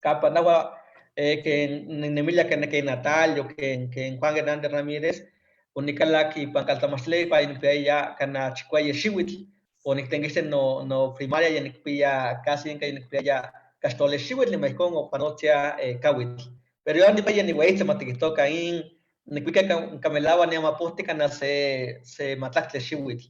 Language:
Eastern Huasteca Nahuatl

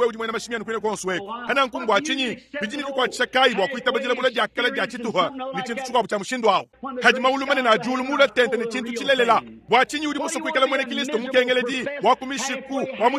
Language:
Luba-Lulua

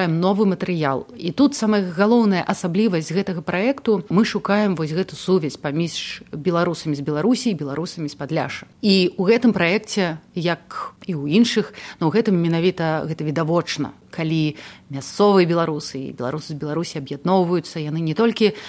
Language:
Belarusian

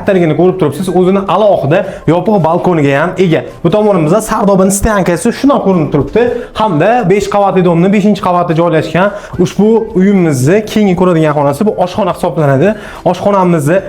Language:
Uzbek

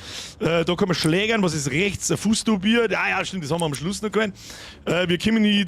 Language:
Bavarian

